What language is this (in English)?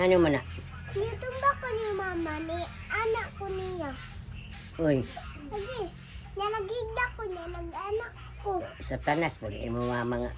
Cebuano